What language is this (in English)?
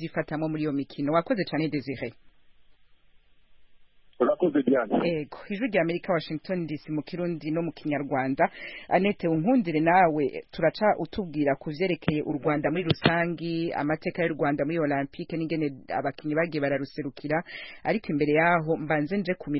Kinyarwanda